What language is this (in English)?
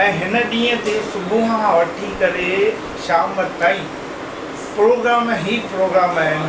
Sindhi